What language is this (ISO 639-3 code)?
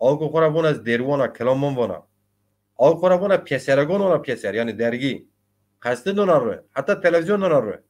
zza